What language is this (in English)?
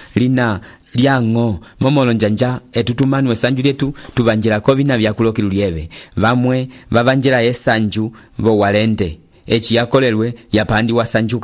Umbundu